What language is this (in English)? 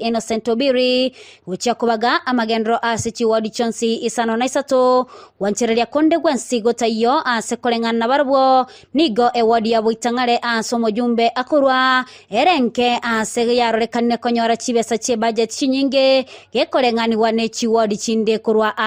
Gusii